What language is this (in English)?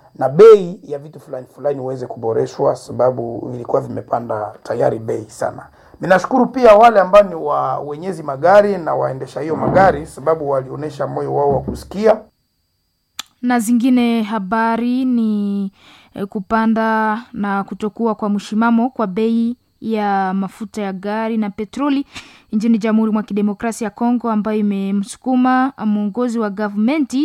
Swahili